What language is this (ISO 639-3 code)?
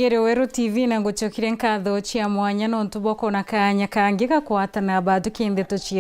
mer